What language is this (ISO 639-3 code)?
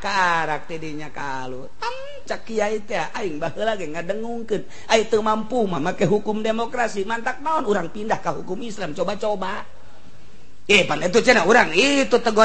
sun